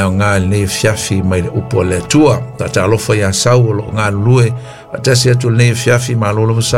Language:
Samoan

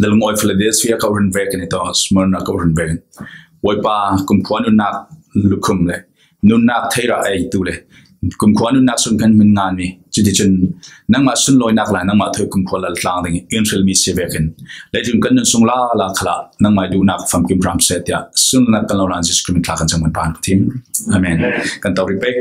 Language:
Falam Chin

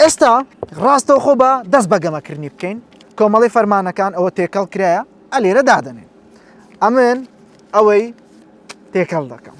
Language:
Central Kurdish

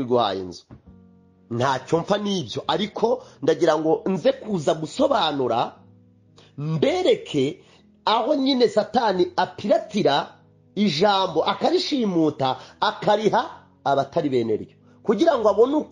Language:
Kinyarwanda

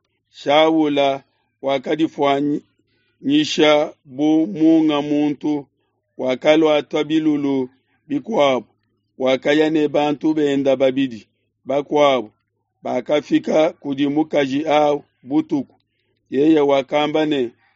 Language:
Luba-Lulua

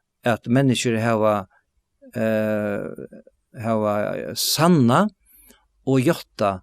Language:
Faroese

